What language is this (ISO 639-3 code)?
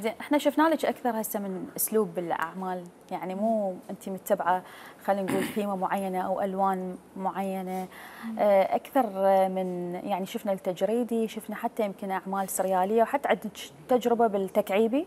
acm